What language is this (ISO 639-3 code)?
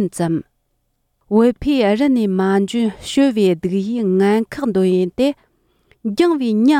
bod